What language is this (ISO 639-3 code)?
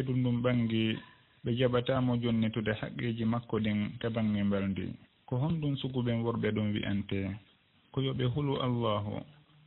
ful